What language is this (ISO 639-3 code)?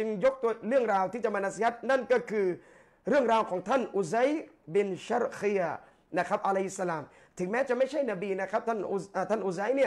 tha